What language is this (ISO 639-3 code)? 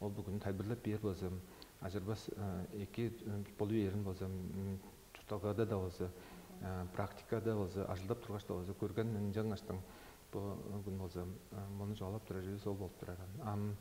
tyv